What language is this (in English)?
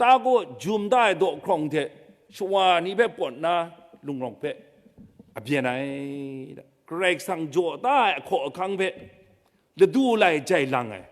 Kachin